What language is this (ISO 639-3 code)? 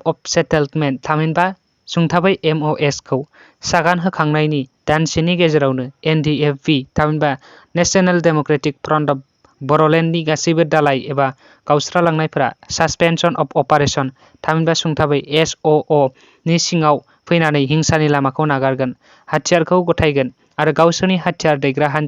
brx